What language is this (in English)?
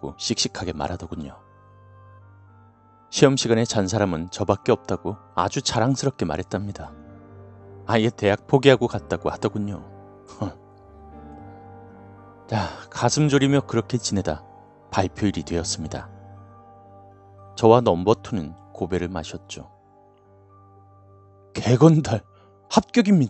Korean